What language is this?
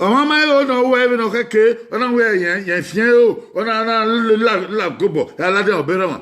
Bini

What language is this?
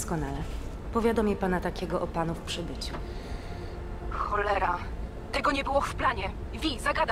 Polish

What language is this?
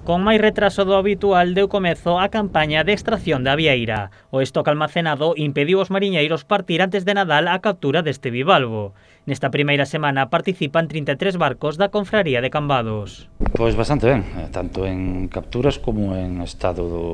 Galician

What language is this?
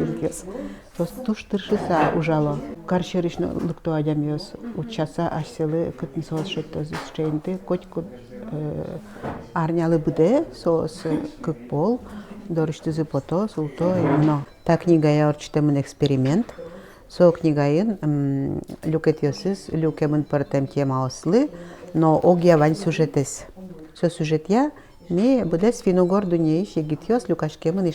Udmurt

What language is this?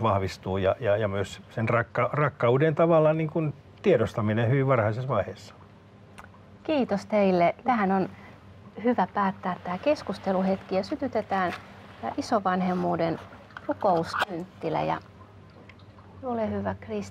Finnish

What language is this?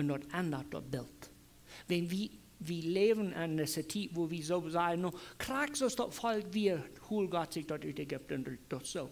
Plautdietsch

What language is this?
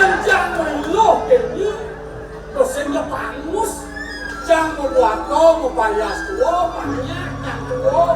Balinese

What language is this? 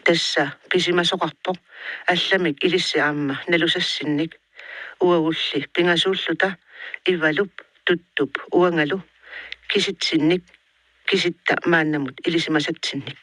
Kalaallisut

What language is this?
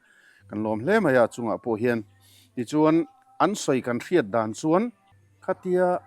Mizo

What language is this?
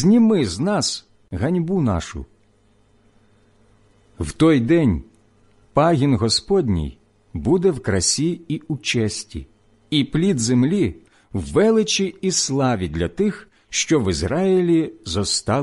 Ukrainian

